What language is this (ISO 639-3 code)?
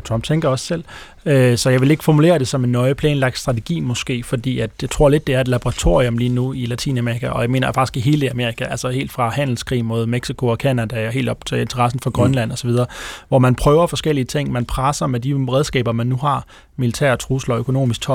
dan